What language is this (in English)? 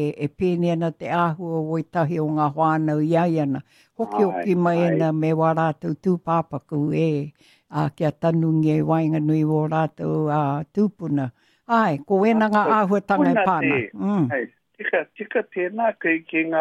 Māori